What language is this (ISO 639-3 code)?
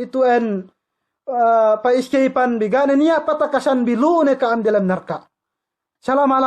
yka